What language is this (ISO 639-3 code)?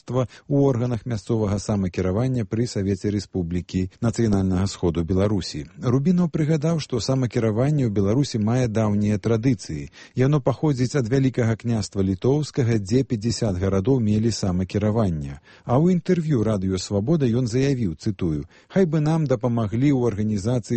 bel